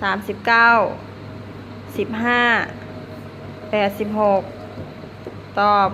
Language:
Lao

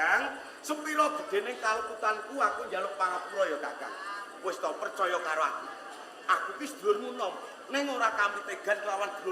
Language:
Javanese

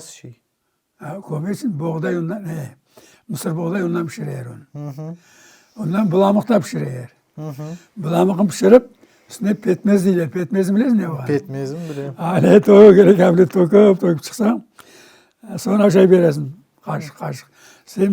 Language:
Crimean Tatar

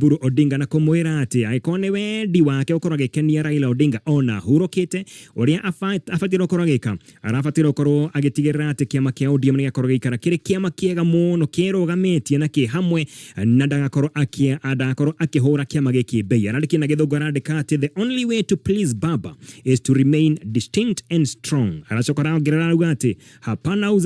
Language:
Kikuyu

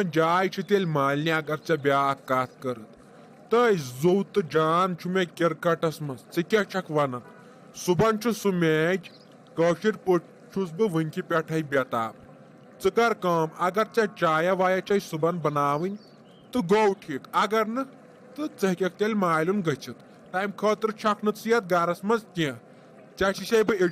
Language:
Kashmiri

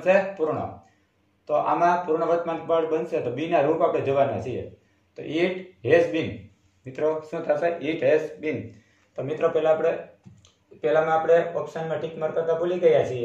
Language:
Gujarati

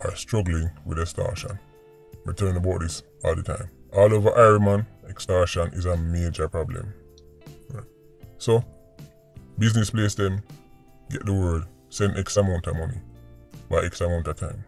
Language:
Jamaican Creole English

